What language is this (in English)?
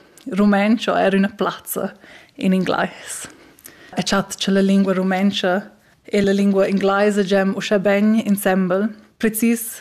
Romansh